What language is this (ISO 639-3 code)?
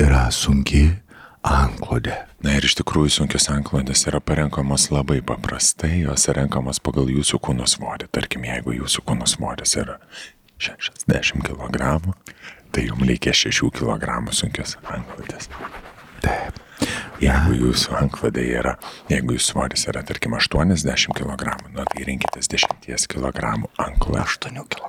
lit